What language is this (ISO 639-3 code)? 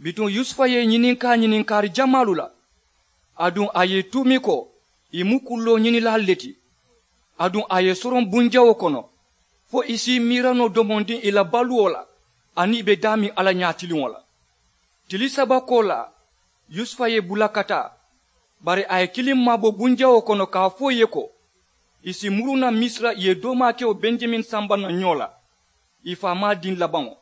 man